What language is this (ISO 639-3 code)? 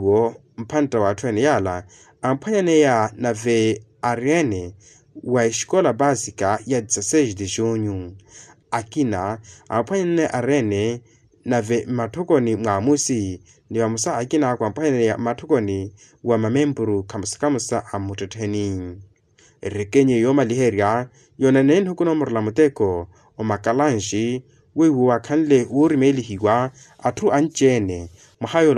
vmw